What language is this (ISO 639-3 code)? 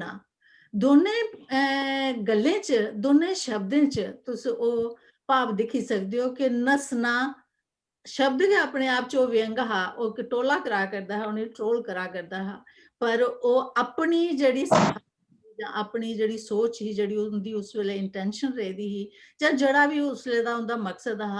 doi